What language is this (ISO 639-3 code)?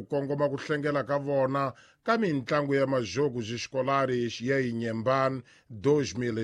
tso